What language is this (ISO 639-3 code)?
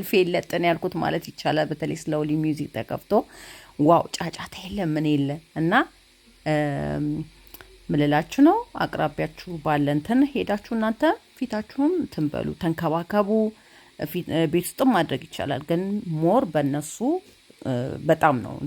amh